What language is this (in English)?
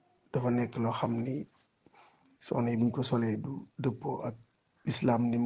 Wolof